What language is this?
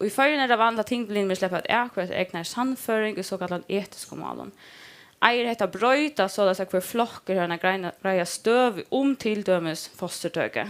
Faroese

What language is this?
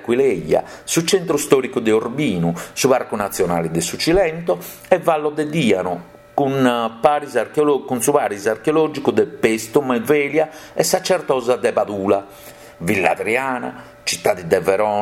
Sardinian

